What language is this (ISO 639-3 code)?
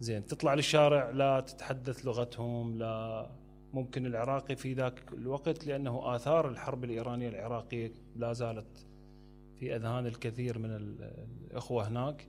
acm